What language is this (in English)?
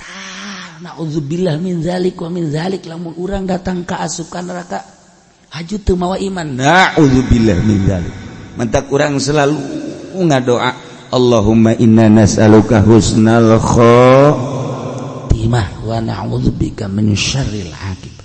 Sundanese